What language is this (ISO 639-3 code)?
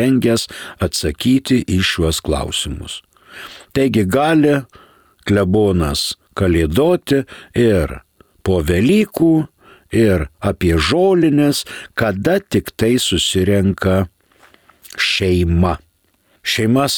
lit